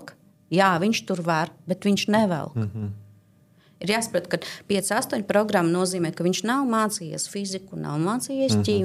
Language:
Latvian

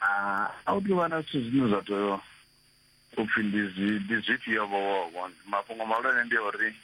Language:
Venda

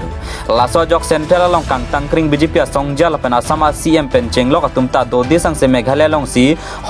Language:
Karbi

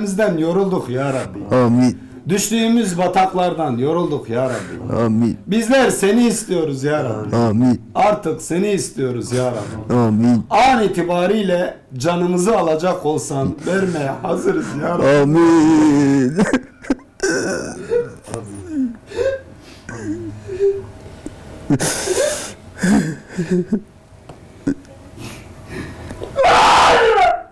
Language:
Turkish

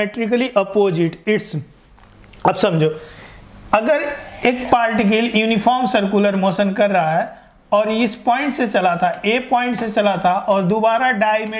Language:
Hindi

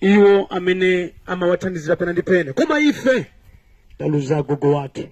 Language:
Nyanja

